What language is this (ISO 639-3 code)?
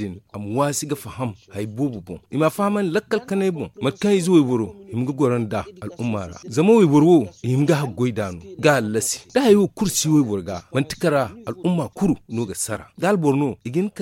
dje